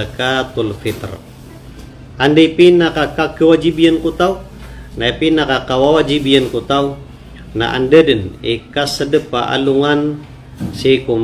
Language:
Maranao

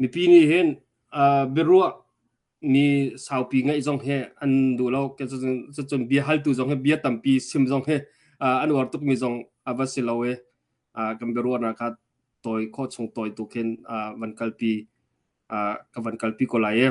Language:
Hakha Chin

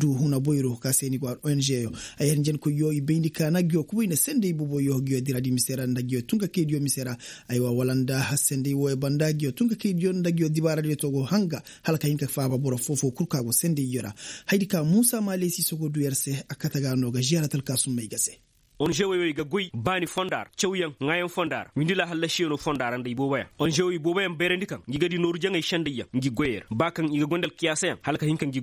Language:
Koyraboro Senni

